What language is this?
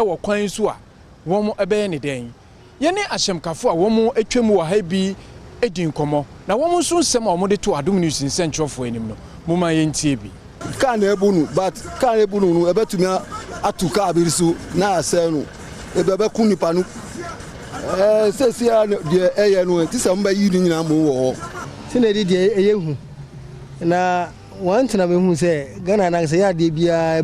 Akan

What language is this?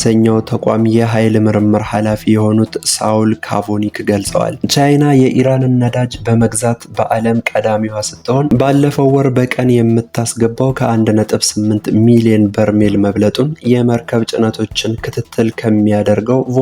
Amharic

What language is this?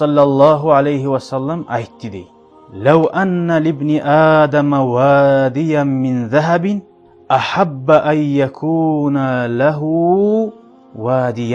Kumyk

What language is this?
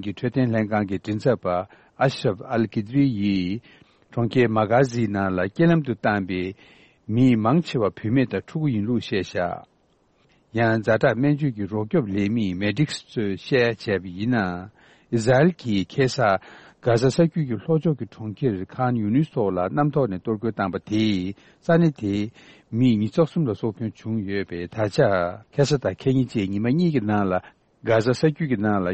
Tibetan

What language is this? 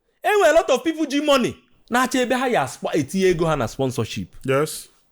Igbo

